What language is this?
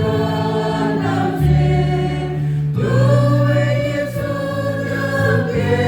Central Mnong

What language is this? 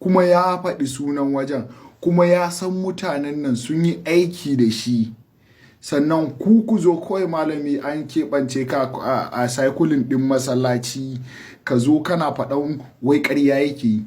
Hausa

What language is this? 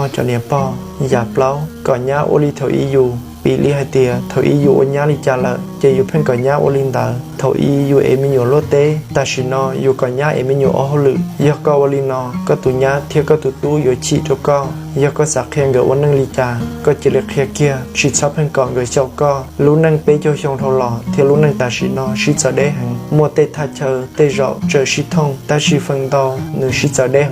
Hmong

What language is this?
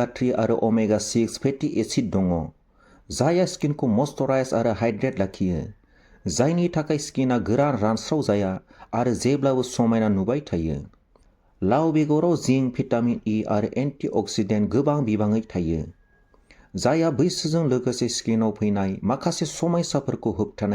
Bodo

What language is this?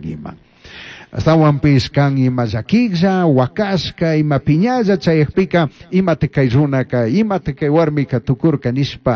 Chimborazo Highland Quichua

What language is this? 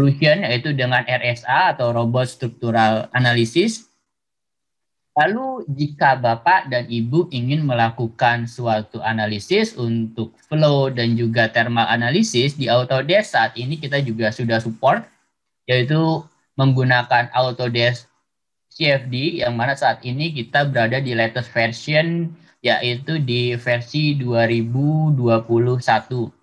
Indonesian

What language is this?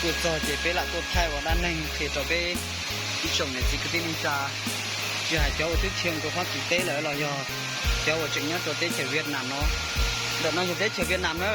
Hmong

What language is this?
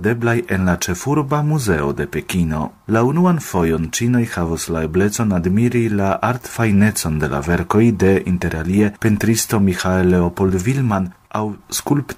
Esperanto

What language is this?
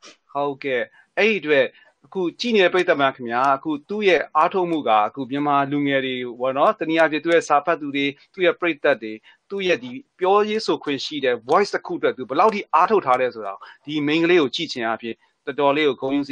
Burmese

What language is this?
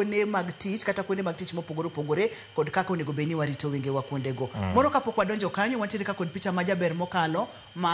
Luo (Kenya and Tanzania)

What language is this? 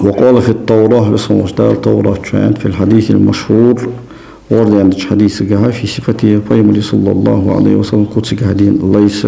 Ingush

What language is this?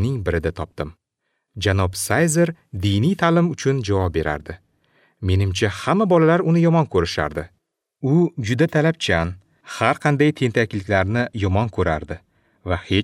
Uzbek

